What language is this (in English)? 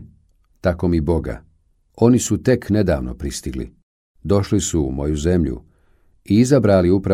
Bosnian